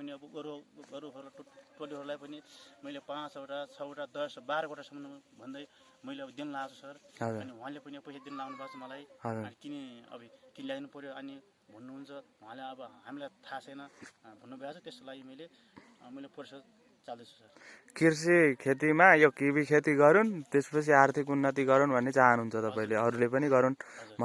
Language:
Nepali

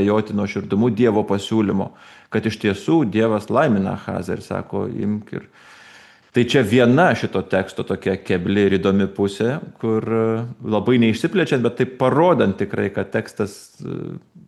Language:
Lithuanian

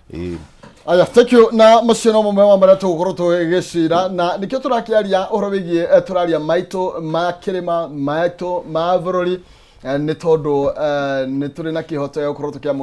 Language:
Kikuyu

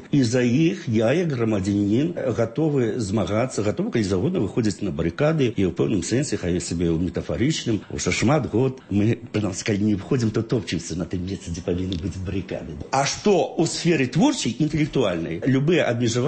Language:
Belarusian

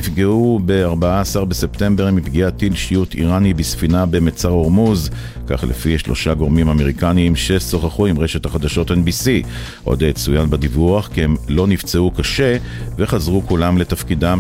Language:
Hebrew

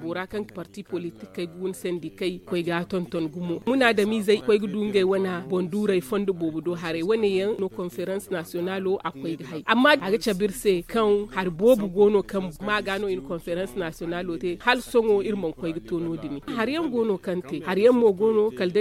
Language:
Zarma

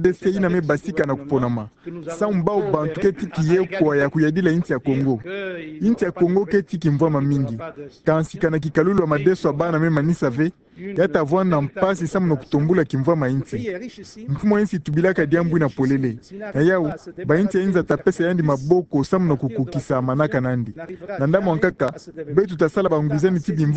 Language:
Kituba (Democratic Republic of Congo)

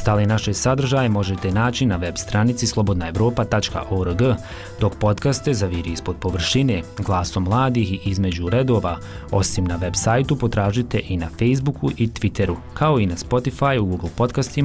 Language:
Bosnian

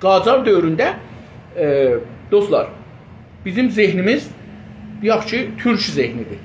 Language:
South Azerbaijani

